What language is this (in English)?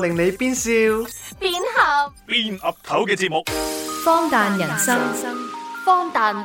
Cantonese